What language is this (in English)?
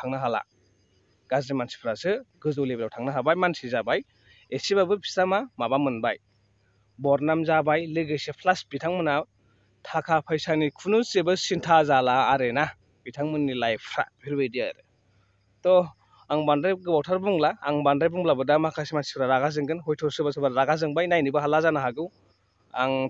Bodo